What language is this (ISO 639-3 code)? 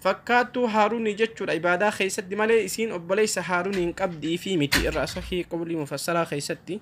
orm